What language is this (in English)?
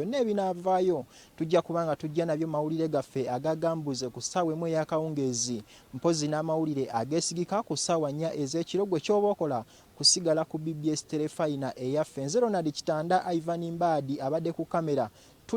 Ganda